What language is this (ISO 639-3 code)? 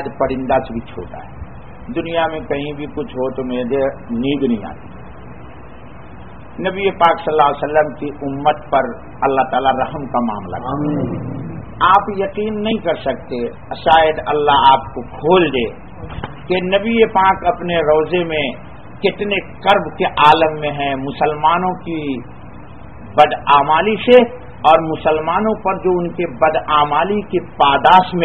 urd